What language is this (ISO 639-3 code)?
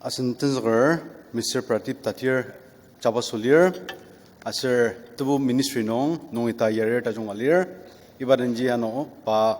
njo